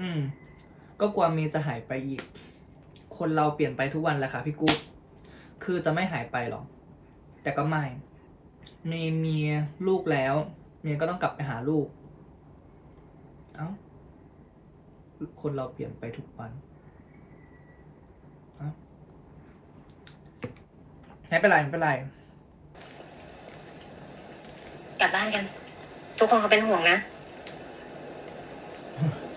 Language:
Thai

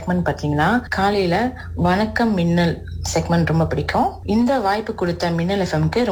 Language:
Tamil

